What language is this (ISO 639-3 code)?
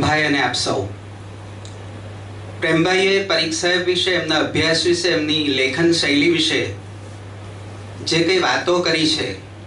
guj